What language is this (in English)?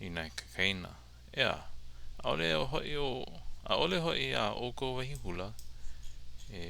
Hawaiian